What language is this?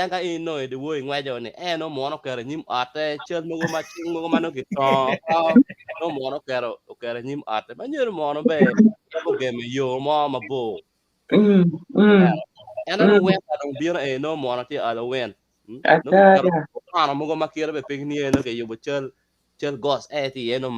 Acoli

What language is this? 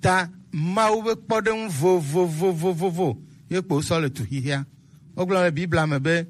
Gen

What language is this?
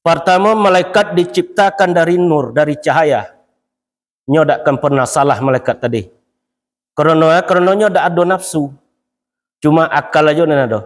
Minangkabau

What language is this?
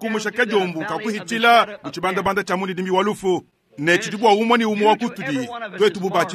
Luba-Lulua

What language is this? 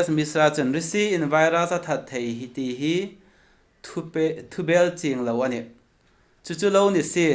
Hmar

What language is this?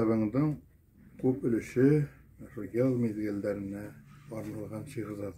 Bashkir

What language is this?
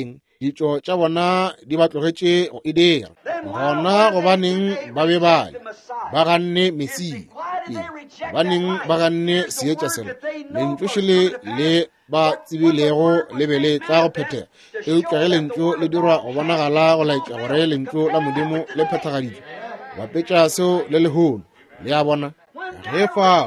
Northern Sotho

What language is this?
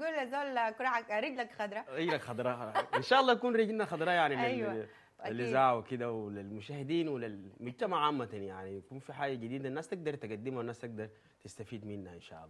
Sudanese Arabic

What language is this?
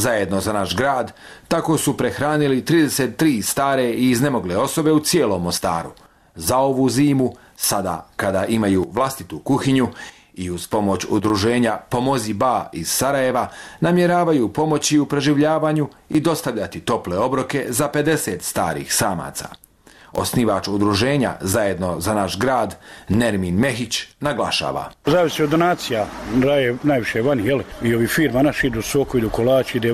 Bosnian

